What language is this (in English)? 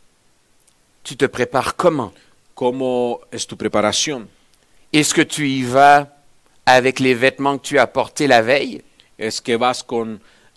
French